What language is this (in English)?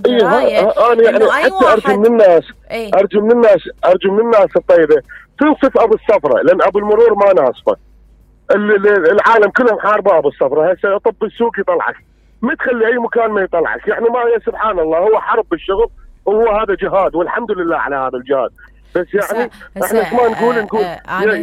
Mesopotamian Arabic